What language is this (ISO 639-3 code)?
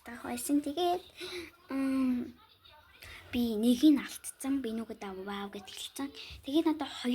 mon